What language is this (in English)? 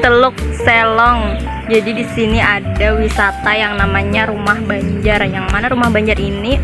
Banjar